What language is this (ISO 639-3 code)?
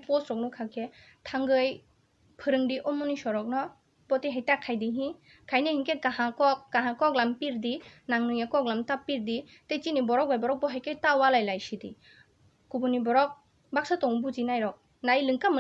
trp